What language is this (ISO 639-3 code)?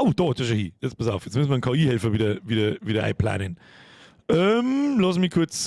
bar